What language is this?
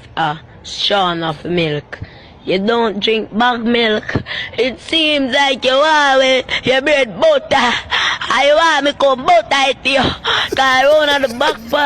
Jamaican Creole English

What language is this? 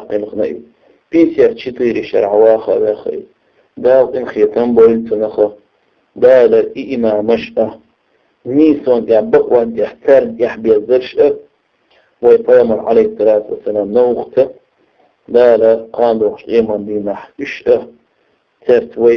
Chechen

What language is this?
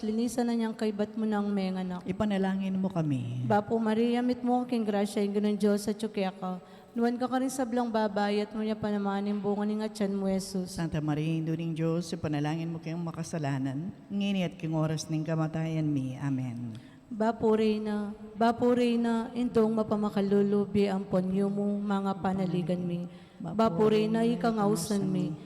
Pampanga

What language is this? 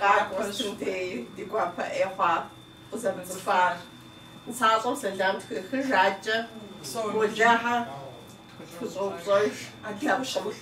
Kabardian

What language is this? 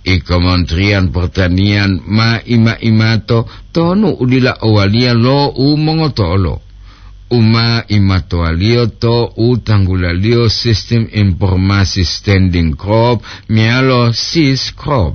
Gorontalo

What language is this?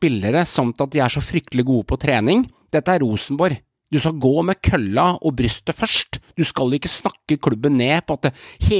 Norwegian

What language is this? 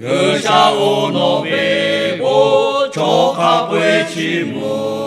Lahu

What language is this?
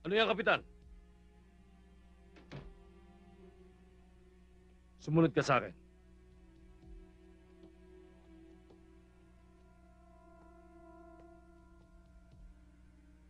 Filipino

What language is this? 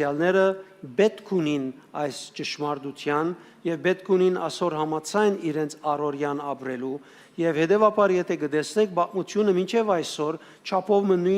Western Armenian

